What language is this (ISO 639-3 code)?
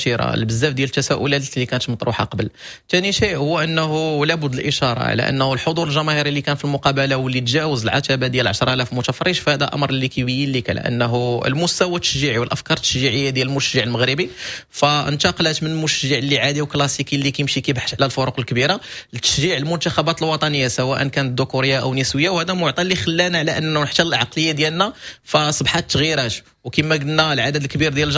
ary